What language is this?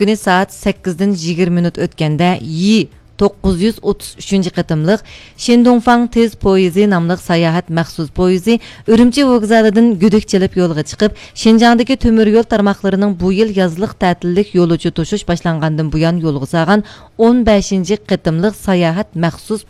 Uyghur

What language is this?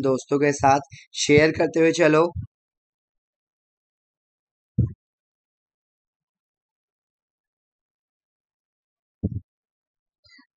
Hindi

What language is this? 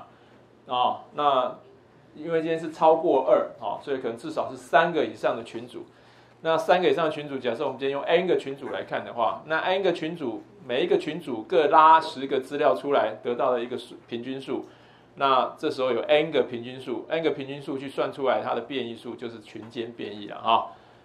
Chinese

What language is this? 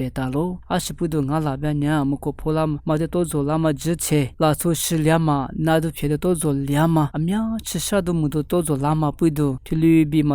Lisu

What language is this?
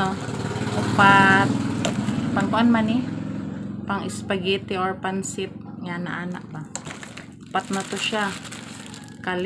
Cebuano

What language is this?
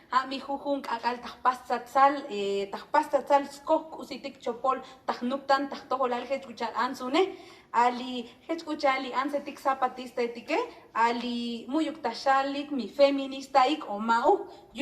Tzotzil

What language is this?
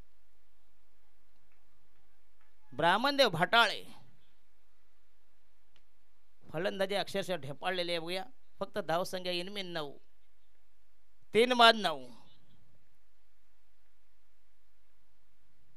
Marathi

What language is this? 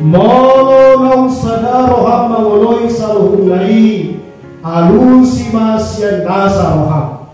Batak Toba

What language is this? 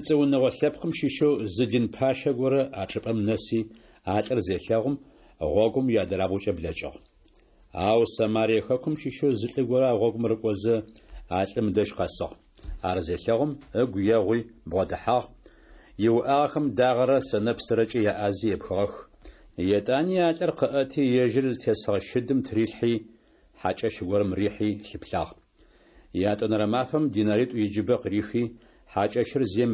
Adyghe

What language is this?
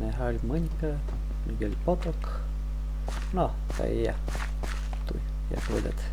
Rusyn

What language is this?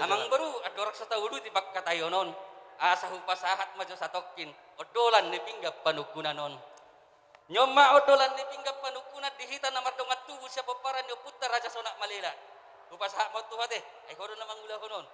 Batak Toba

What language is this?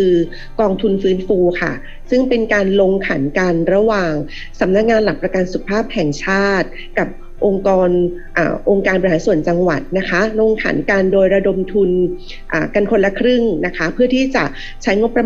Thai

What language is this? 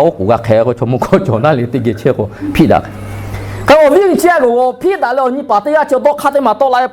Lahu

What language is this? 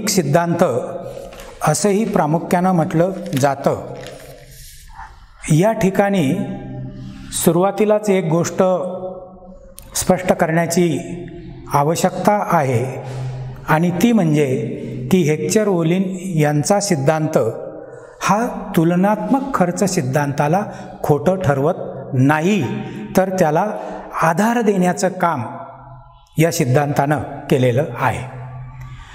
Marathi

